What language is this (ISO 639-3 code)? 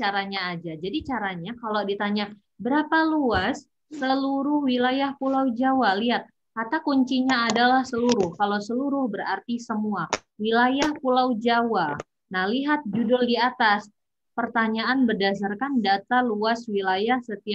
ind